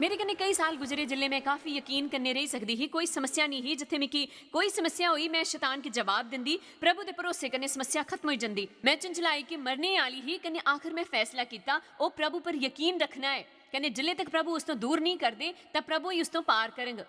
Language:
Dogri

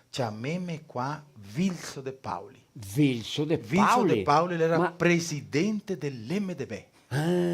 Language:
Venetian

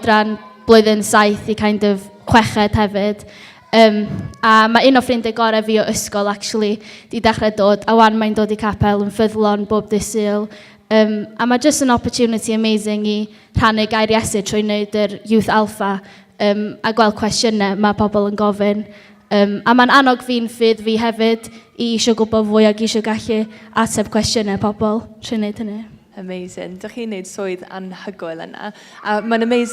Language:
Welsh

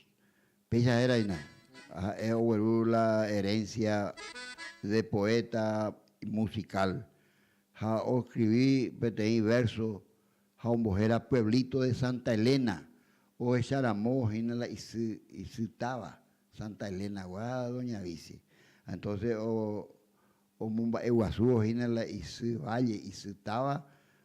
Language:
Guarani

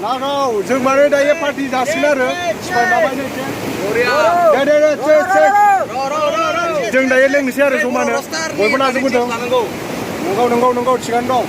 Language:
Bodo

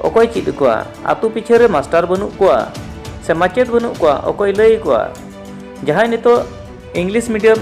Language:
Santali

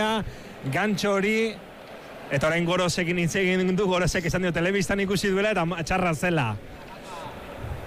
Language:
Basque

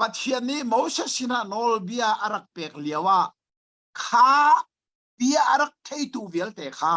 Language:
Hakha Chin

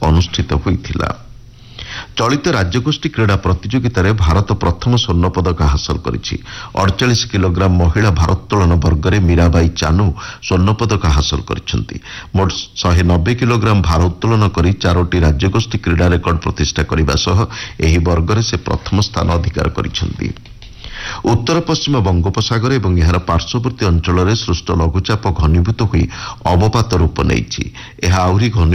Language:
Odia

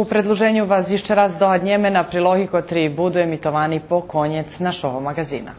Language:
Rusyn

